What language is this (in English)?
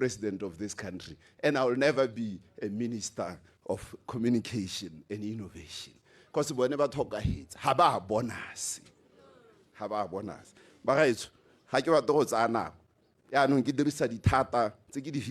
Tswana